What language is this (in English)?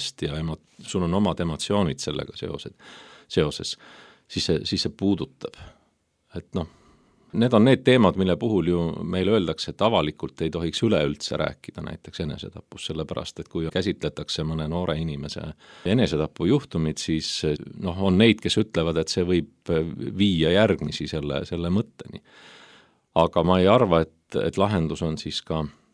Estonian